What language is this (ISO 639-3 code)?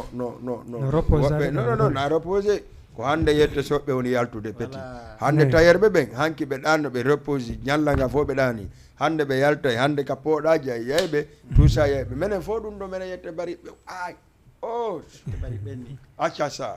ful